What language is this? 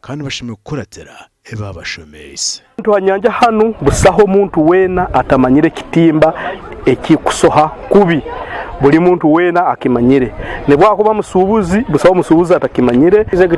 Nyankole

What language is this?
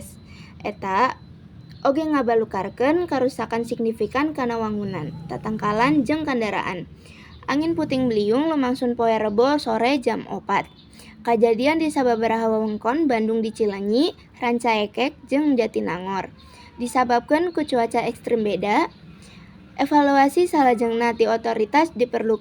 Sundanese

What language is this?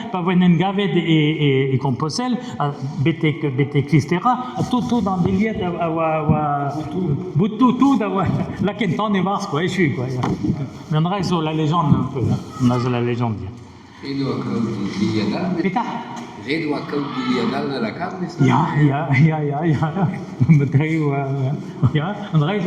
Breton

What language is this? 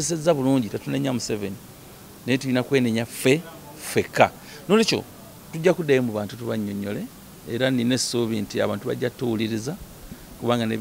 Ganda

